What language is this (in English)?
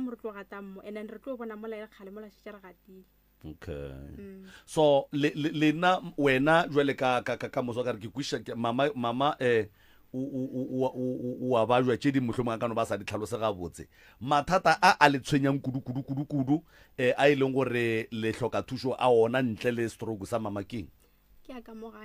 Northern Sotho